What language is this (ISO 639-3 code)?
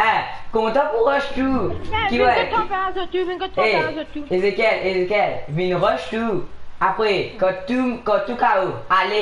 mfe